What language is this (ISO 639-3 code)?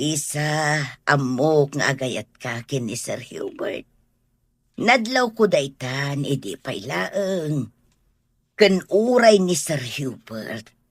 ilo